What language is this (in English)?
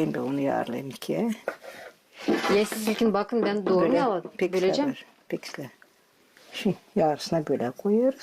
Gagauz